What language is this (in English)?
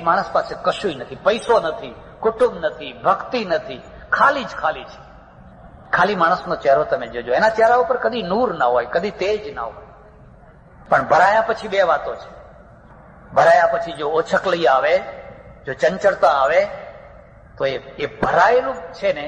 Gujarati